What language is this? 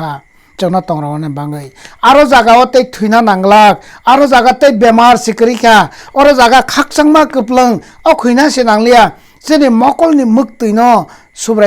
Kok Borok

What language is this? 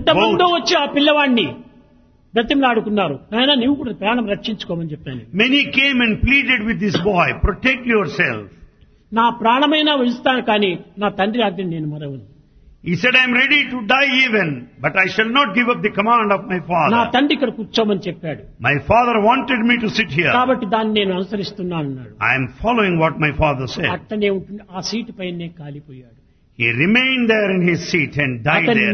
Telugu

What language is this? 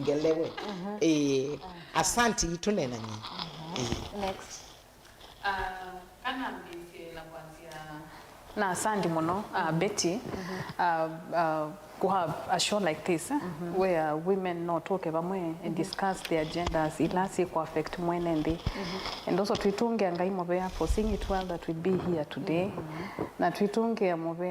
Kamba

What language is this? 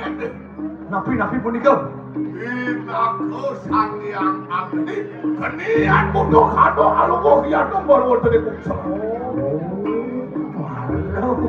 Balinese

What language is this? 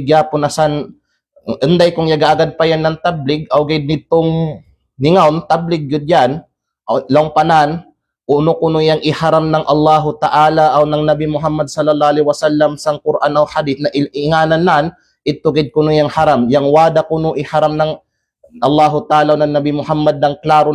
Kalagan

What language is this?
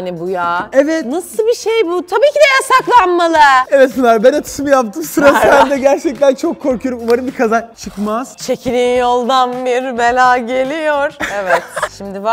Turkish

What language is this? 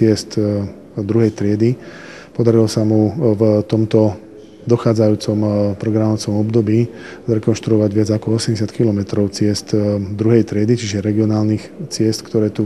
Slovak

